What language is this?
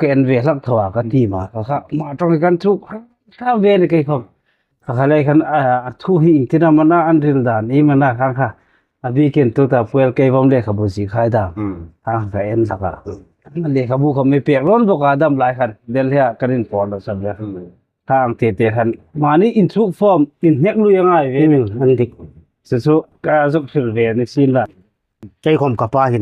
Hmar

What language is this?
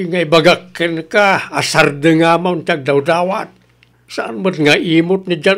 Iloko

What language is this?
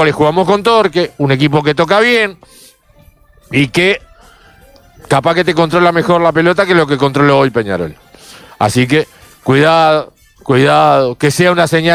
Spanish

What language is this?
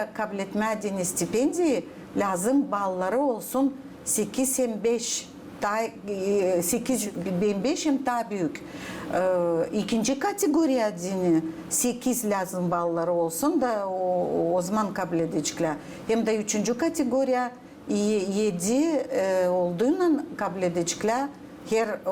Gagauz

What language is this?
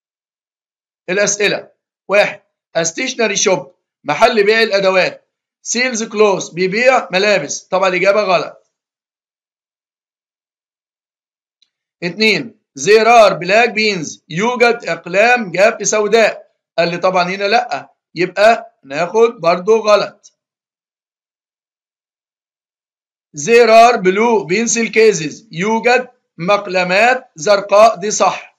Egyptian Arabic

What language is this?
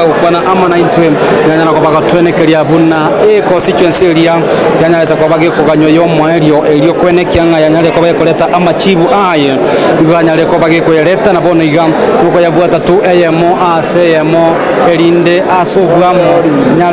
Gusii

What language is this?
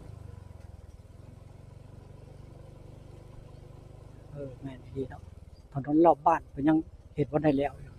Northeastern Thai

